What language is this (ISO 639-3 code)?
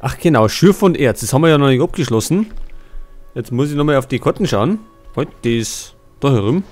bar